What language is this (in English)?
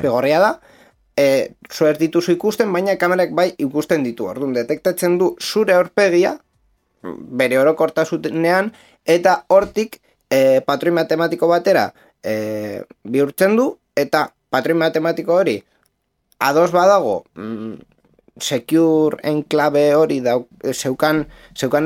Basque